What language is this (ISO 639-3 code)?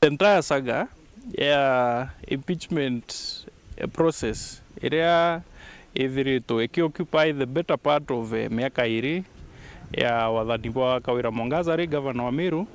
mer